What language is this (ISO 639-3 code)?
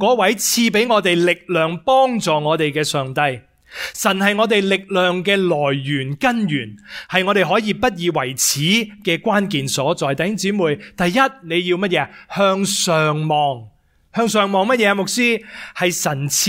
yue